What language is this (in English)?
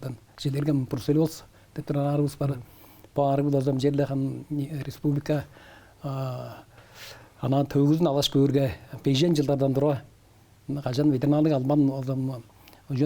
Tuvinian